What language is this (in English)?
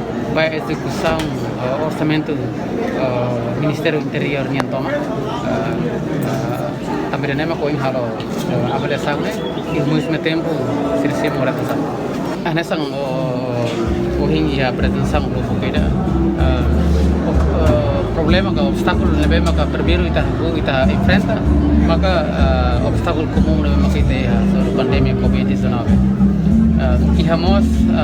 Tetum